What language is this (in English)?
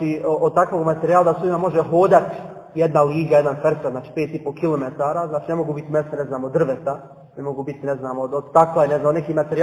Bosnian